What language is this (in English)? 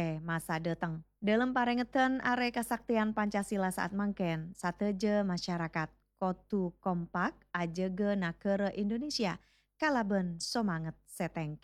Madurese